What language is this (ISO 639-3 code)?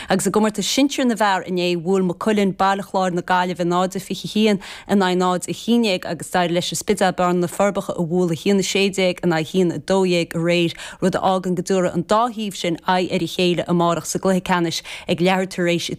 gle